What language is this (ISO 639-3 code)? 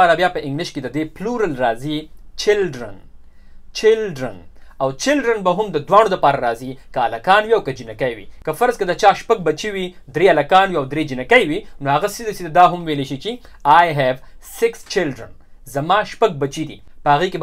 pus